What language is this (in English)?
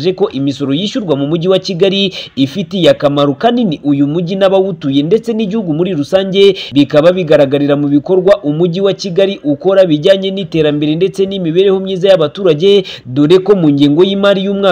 Kinyarwanda